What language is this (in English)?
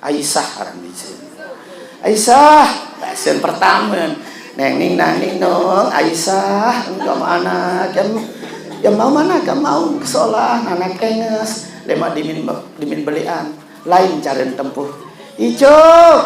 Sasak